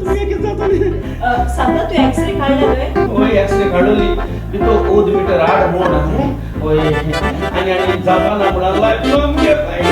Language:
Konkani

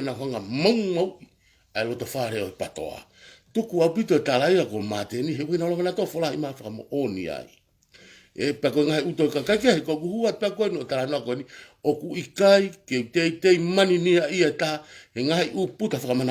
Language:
Tongan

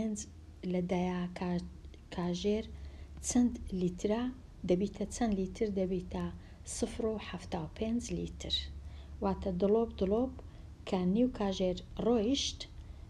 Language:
Central Kurdish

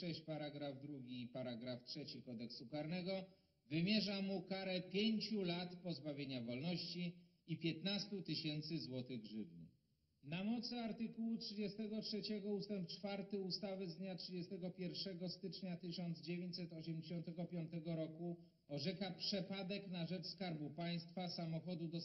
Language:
Polish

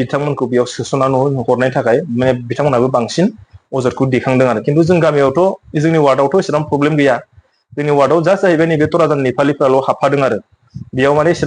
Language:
Bodo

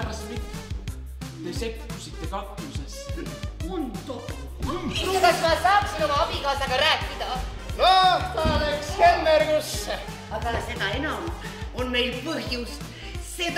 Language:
Estonian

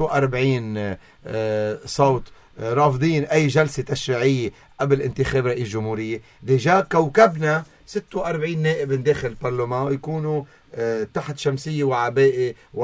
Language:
North Levantine Arabic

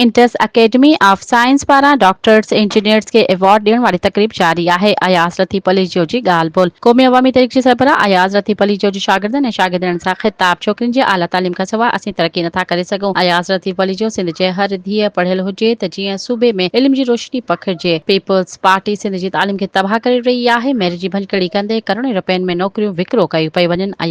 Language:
Sindhi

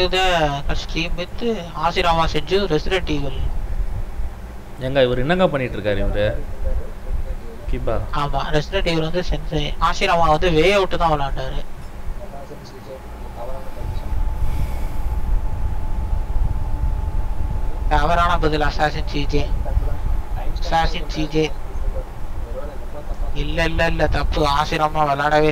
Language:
Tamil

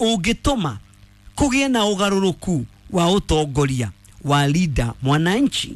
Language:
Kikuyu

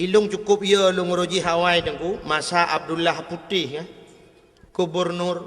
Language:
Achinese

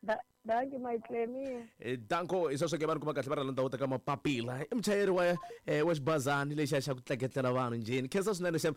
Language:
Tsonga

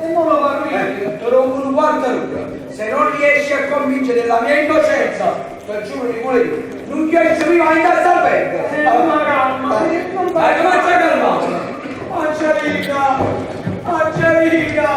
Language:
Neapolitan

